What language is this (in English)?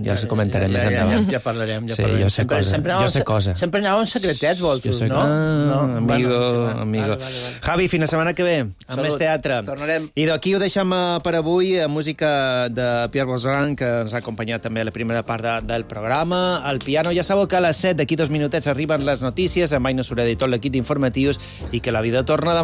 Catalan